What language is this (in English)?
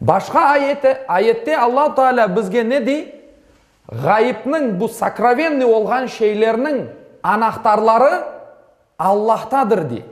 Crimean Tatar